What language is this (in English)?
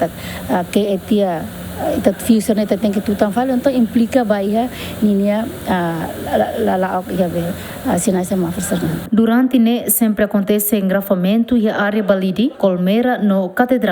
Tetum